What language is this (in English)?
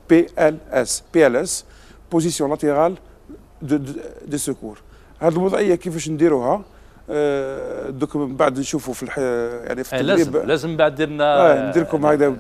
Algerian Arabic